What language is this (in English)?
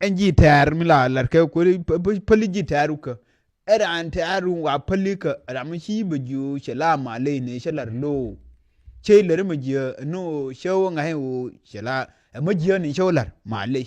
Nuer